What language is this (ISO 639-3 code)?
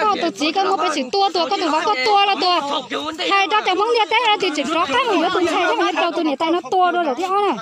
hmn